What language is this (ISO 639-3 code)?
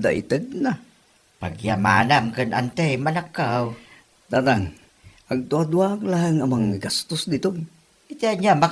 ilo